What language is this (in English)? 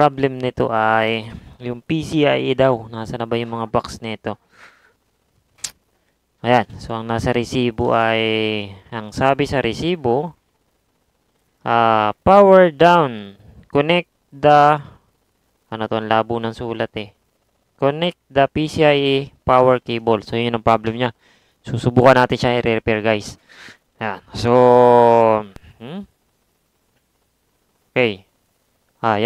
Filipino